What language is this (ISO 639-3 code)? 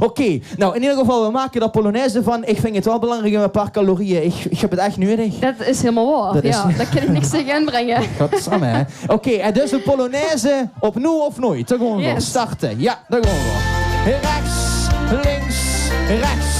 lim